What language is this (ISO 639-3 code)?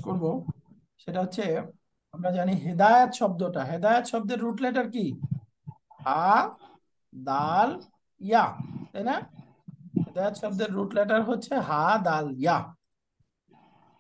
ben